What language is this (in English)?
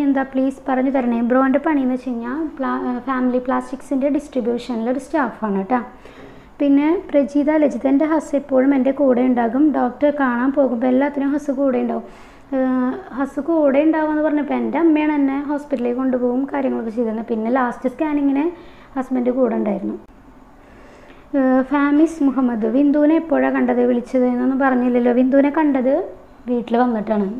Malayalam